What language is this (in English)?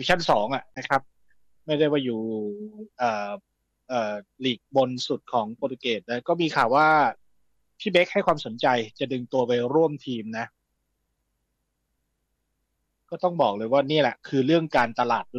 Thai